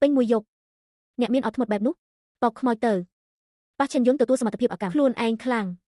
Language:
Khmer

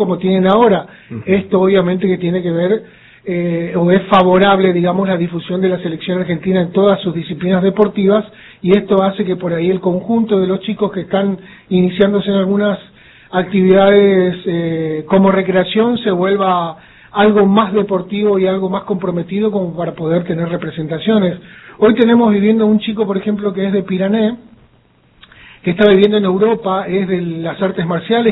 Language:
Spanish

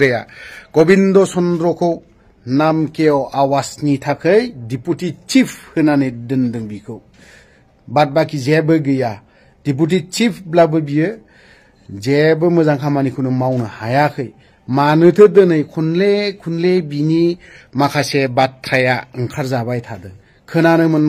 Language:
Bodo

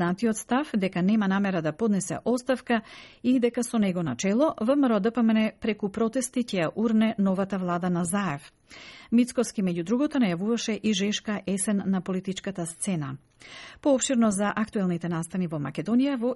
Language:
Macedonian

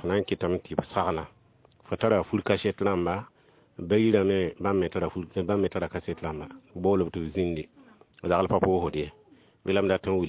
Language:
Mossi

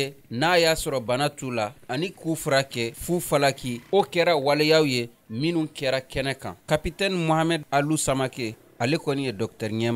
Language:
Bambara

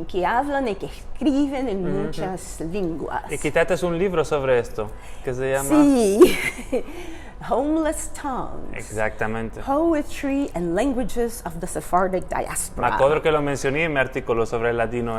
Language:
Ladino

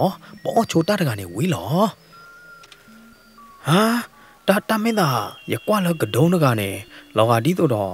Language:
S'gaw Karen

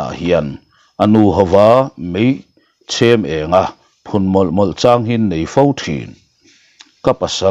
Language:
Mizo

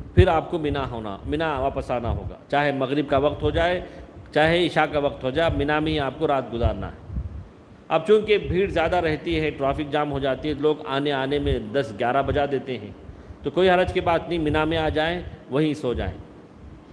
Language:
Urdu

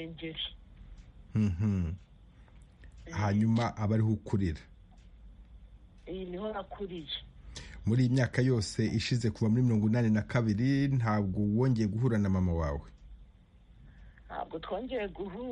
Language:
Kinyarwanda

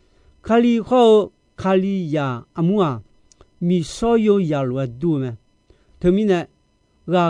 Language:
Akha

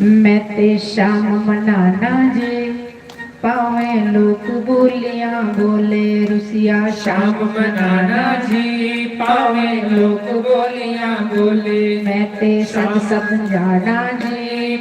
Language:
Dogri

